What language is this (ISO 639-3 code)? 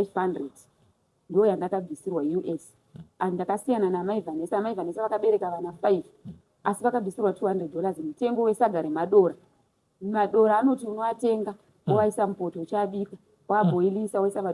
sna